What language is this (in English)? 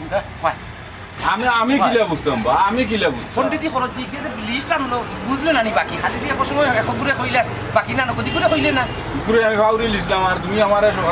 Sylheti